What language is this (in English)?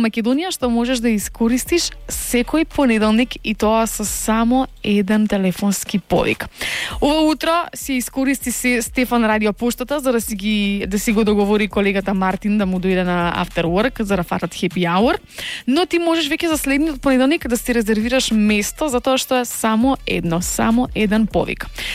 Macedonian